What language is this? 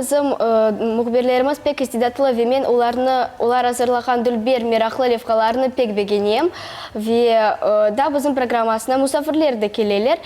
Crimean Tatar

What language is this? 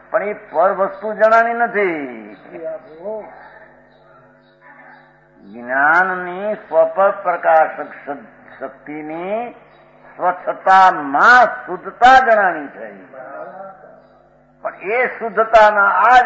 Gujarati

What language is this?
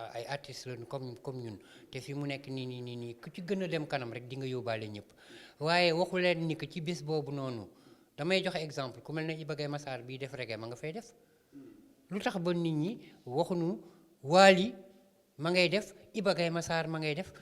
Wolof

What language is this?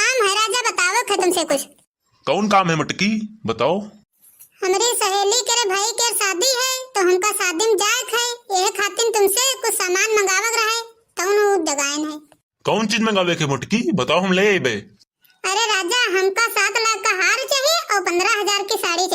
Awadhi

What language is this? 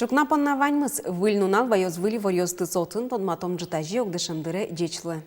Udmurt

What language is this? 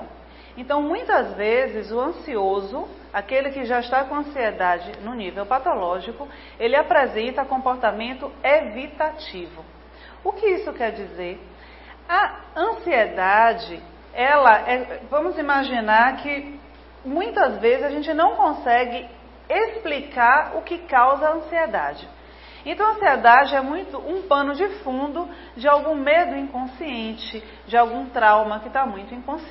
Portuguese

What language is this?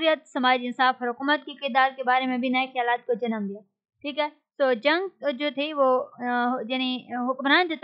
Urdu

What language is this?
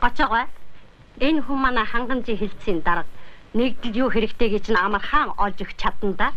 Mongolian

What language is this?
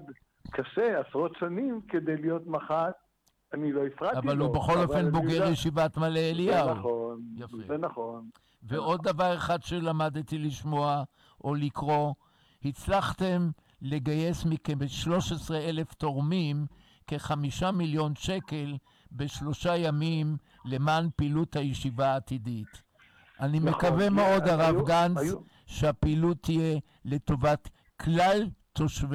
Hebrew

